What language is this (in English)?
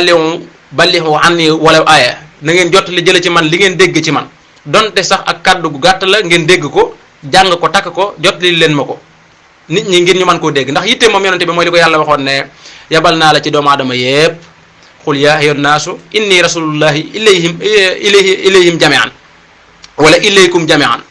Wolof